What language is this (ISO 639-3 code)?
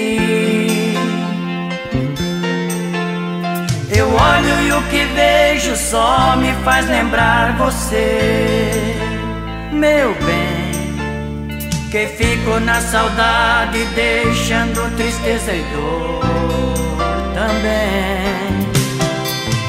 por